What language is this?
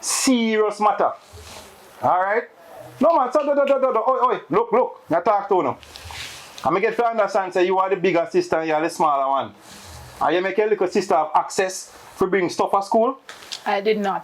Jamaican Creole English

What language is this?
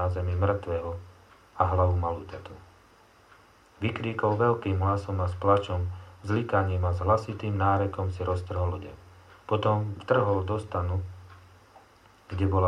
Slovak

